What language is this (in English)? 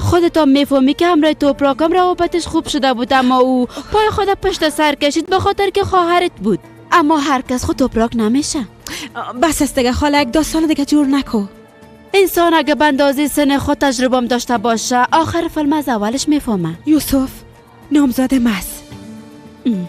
Persian